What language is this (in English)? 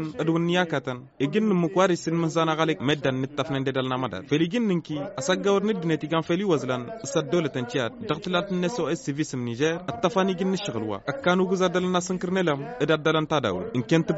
Tamasheq